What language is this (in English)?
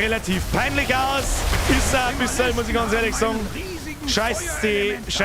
Bavarian